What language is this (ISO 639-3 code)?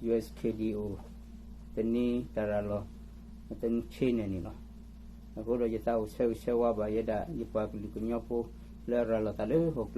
ksw